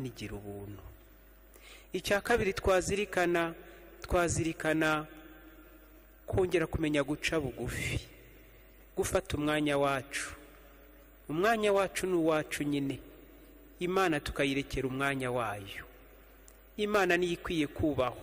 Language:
Kinyarwanda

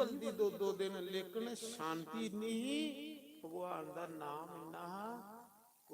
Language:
Dogri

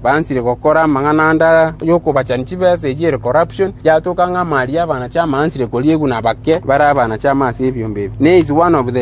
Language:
Gusii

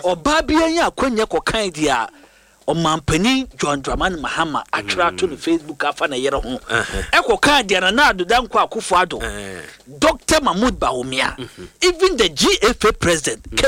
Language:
Akan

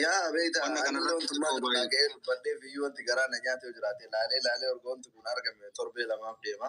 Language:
Oromo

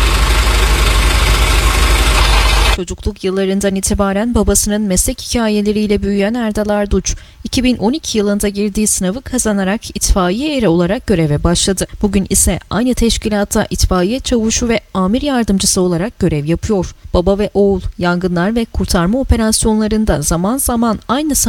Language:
Turkish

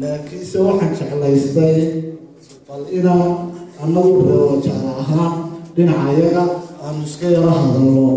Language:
Somali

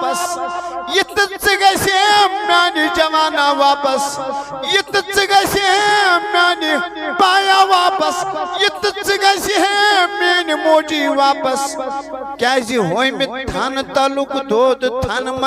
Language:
Kashmiri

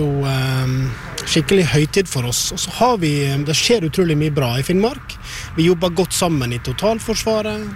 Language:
Norwegian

